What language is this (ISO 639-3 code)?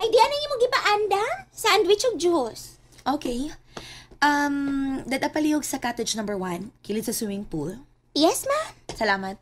ceb